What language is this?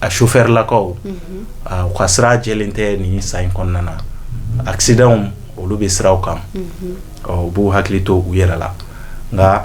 Bambara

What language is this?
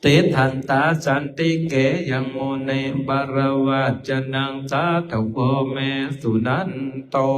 Pali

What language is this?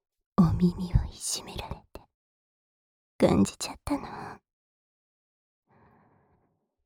Japanese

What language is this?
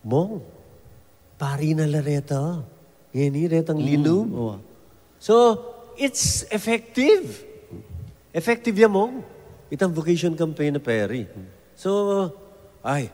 Pampanga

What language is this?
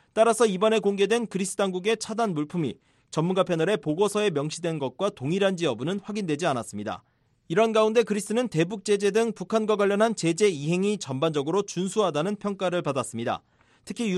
Korean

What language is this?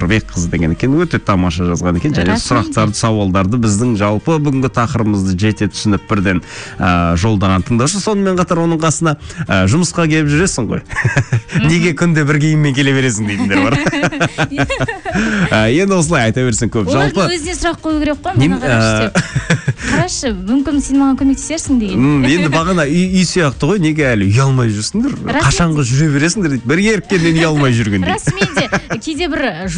Kazakh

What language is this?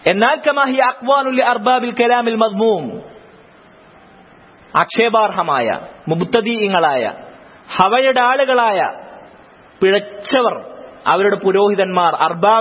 Malayalam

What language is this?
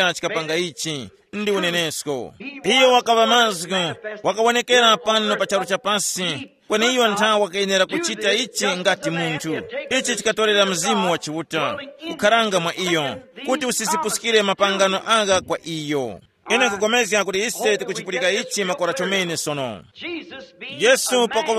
Tumbuka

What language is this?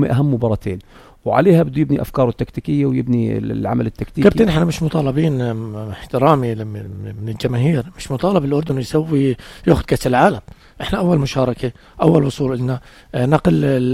North Levantine Arabic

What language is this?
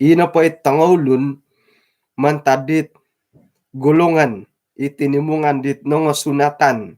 Central Dusun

